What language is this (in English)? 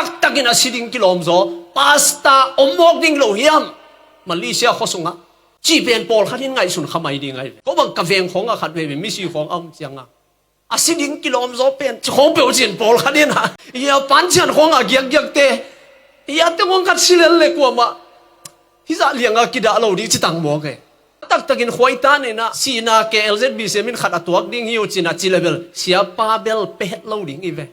Tedim Chin